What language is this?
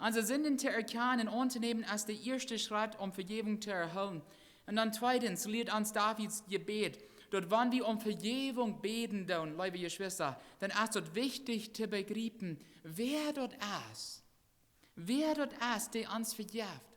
Plautdietsch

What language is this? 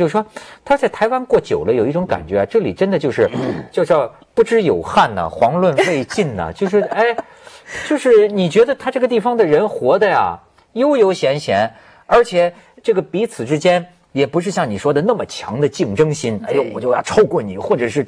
Chinese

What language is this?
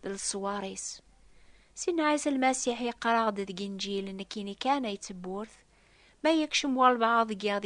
Kabyle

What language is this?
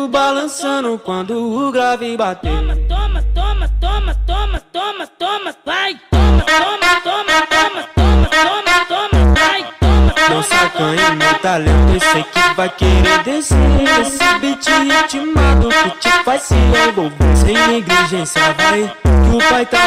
Portuguese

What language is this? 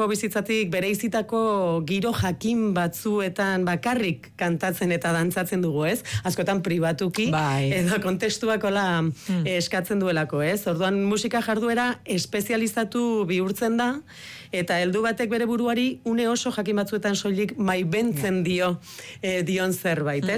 Basque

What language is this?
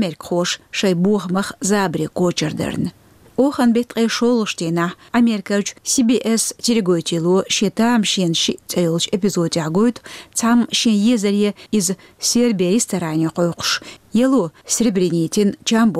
Chechen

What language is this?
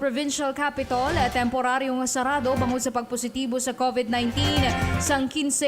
Hiligaynon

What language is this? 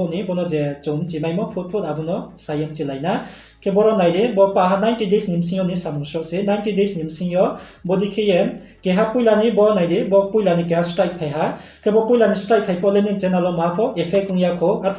Riang (India)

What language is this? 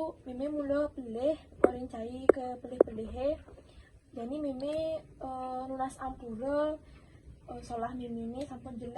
Balinese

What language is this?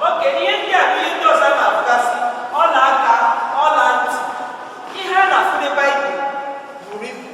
Igbo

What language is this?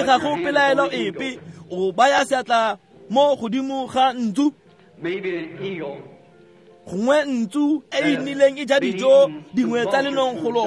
Tswana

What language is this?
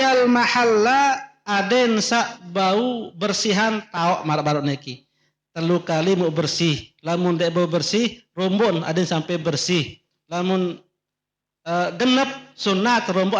Sasak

